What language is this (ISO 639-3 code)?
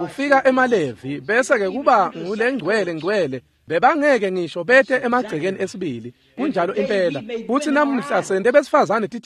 ssw